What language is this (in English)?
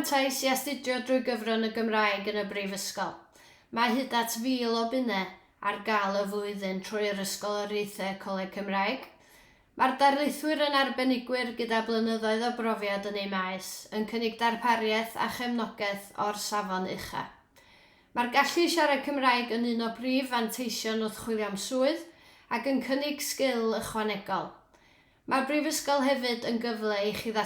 Welsh